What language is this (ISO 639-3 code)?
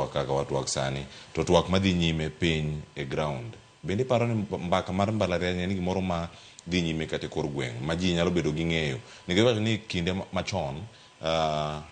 luo